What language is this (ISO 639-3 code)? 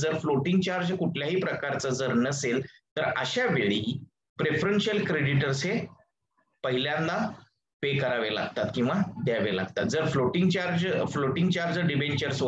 mar